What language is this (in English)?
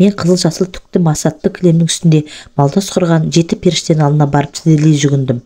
Kazakh